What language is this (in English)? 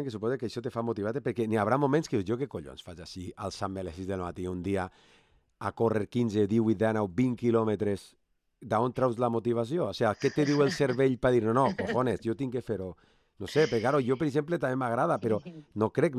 Catalan